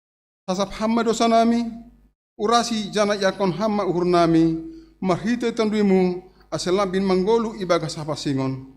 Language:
Batak Simalungun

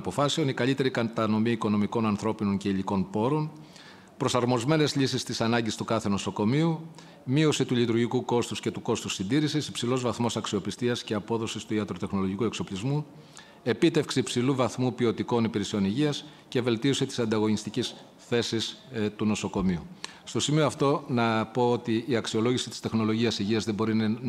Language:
Greek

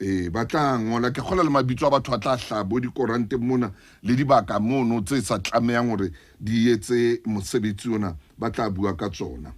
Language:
Southern Sotho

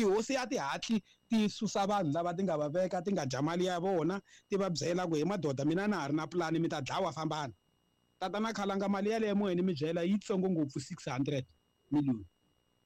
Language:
Tsonga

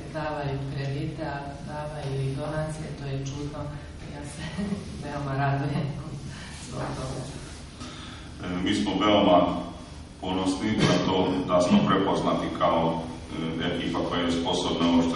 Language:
Serbian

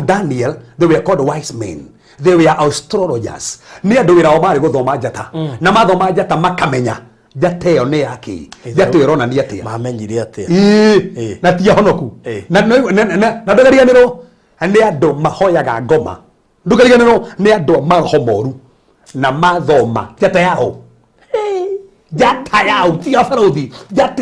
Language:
Kikuyu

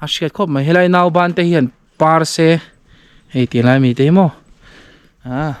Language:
Mizo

